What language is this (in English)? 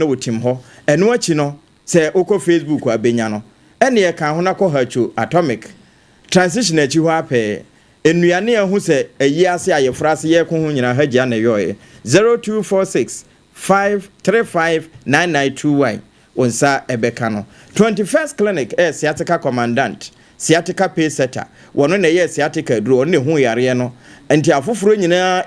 Akan